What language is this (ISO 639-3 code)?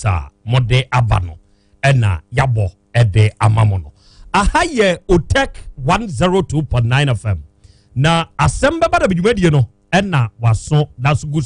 aka